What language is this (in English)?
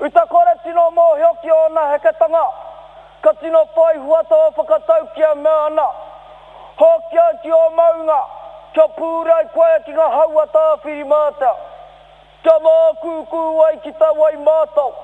Māori